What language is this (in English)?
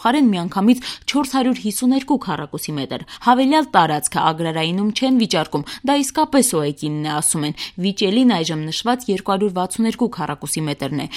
Armenian